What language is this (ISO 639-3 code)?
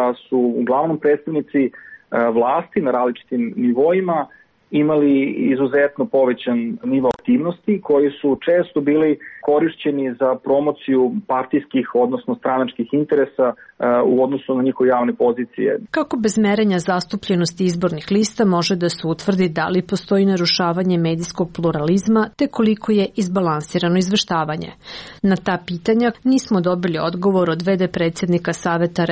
srp